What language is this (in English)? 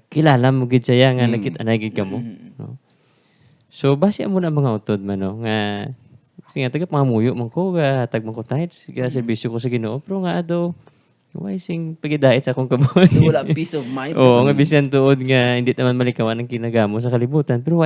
Hiligaynon